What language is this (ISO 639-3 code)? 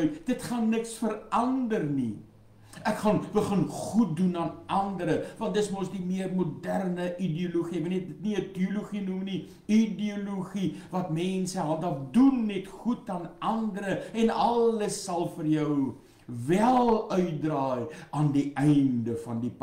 afr